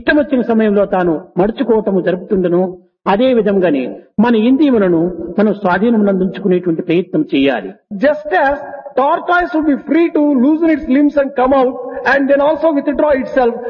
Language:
Telugu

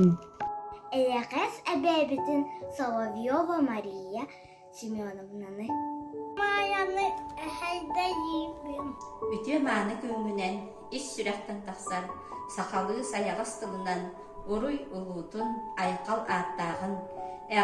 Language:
Yakut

